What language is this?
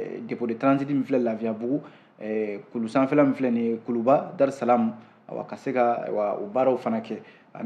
Bambara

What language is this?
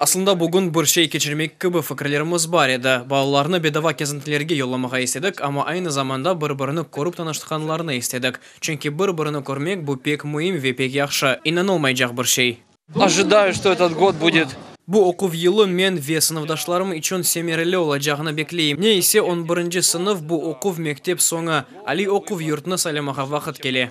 Crimean Tatar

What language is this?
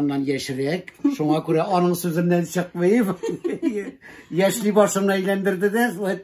Tatar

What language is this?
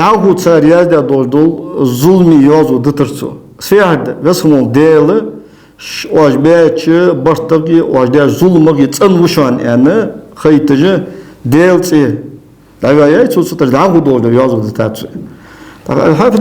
Ingush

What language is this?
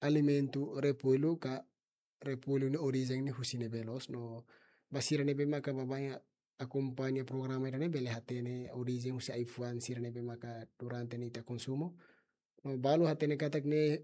Tetum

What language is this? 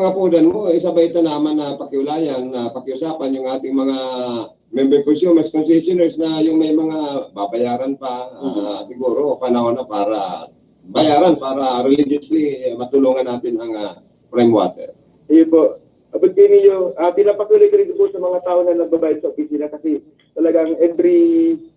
Bikol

